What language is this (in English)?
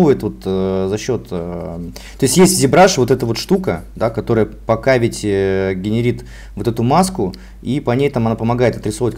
Russian